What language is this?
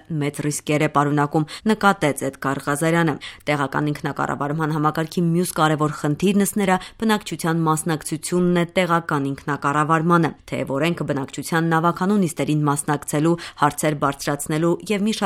Armenian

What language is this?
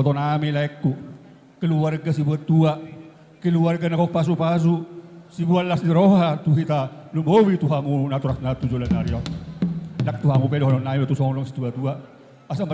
Batak Toba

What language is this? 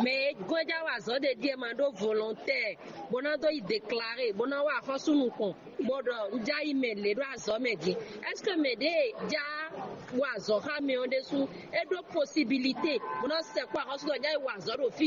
Fon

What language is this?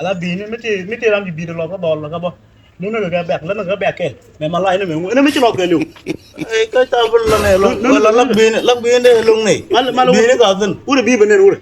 Nuer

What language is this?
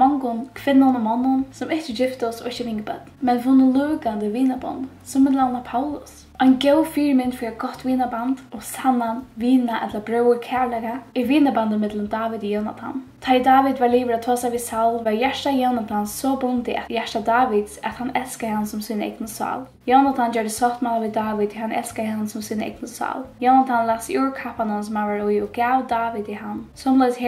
Faroese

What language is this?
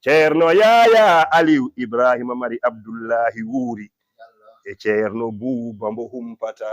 Fula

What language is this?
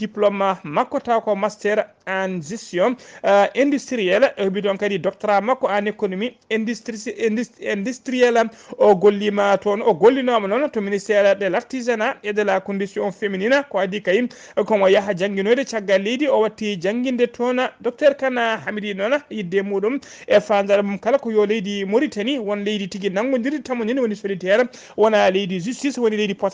Fula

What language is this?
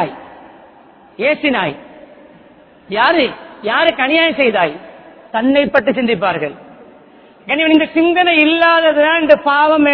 Tamil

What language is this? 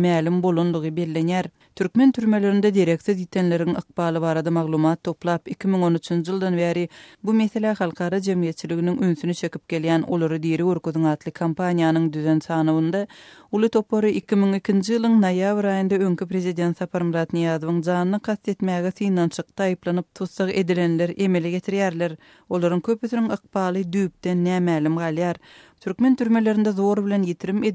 Turkmen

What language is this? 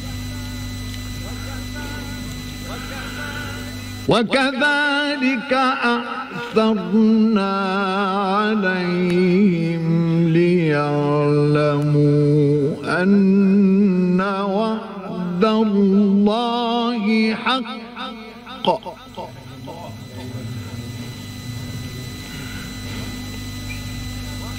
Arabic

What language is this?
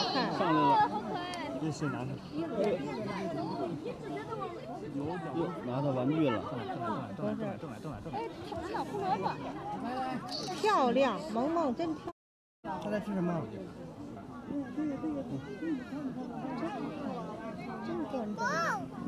Chinese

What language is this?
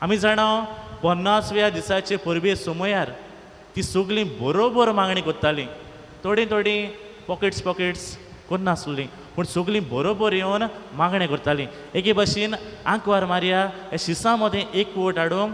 Konkani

